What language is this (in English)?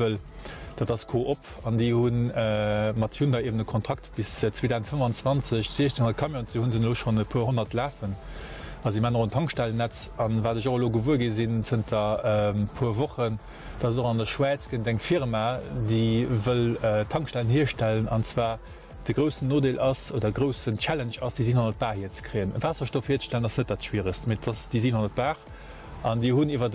Luxembourgish